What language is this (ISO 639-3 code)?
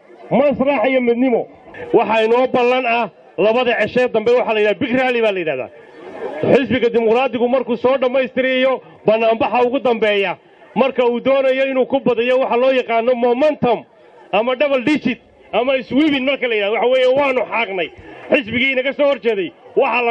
som